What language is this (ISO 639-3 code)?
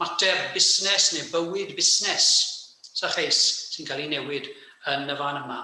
cym